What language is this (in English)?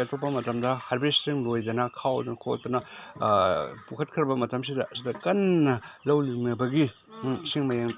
Manipuri